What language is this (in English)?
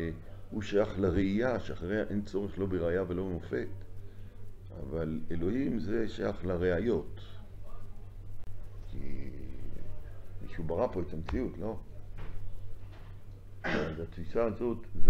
Hebrew